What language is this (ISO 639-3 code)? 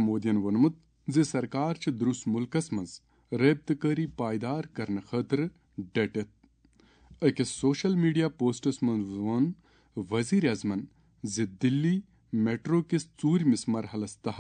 kas